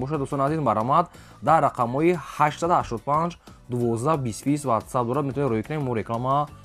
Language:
Tajik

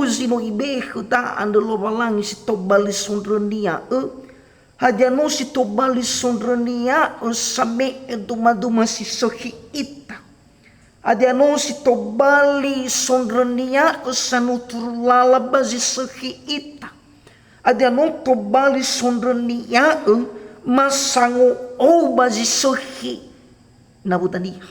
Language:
Nias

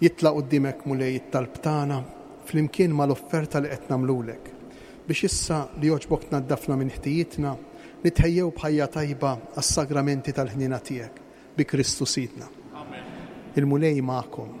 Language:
Maltese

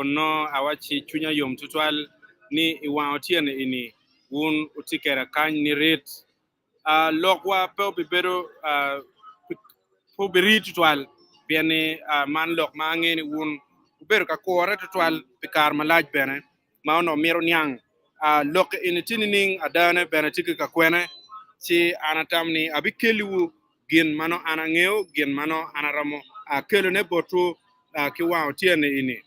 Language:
Acoli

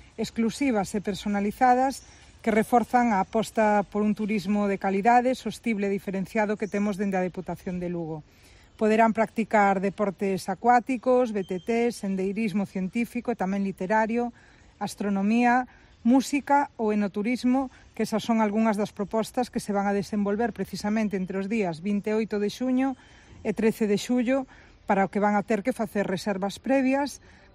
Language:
Galician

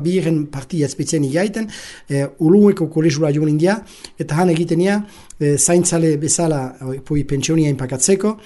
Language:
Basque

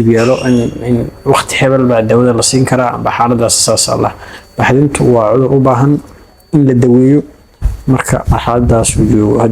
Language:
Somali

